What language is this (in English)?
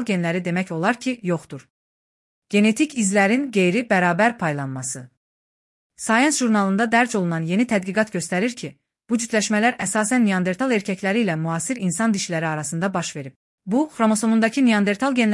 Azerbaijani